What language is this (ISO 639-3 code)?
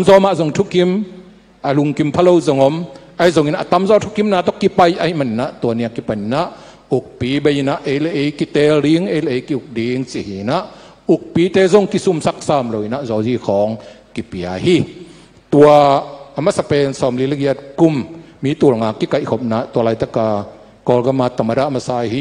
ctd